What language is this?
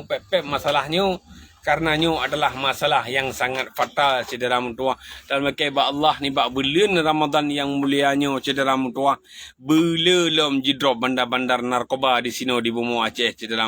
Achinese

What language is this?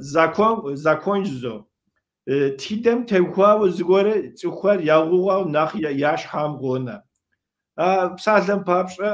Kabardian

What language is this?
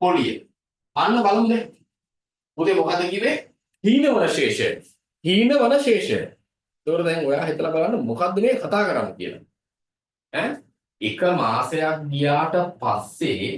Sinhala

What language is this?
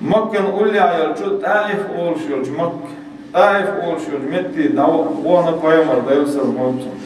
Chechen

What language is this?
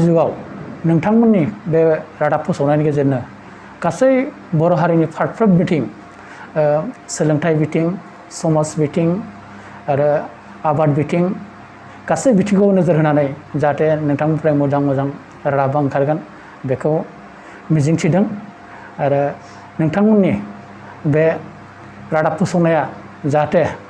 Bodo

